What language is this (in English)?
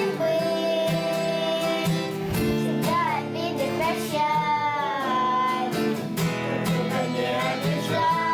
Gagauz